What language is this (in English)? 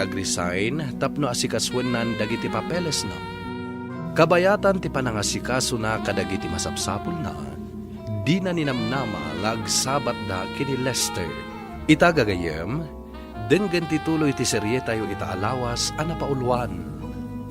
Iloko